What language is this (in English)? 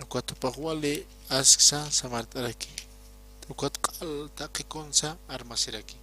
Aymara